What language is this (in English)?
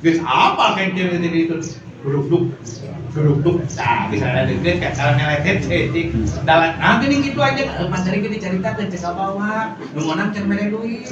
Sundanese